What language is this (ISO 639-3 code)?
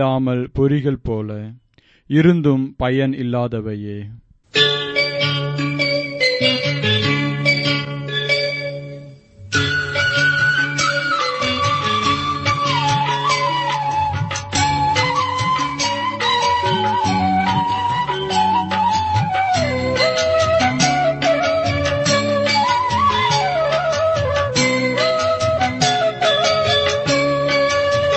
tam